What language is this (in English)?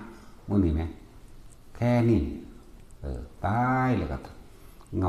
Northeastern Thai